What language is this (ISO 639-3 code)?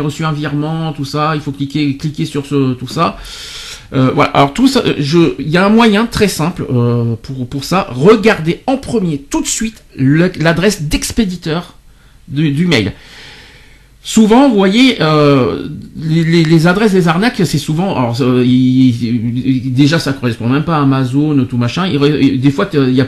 fra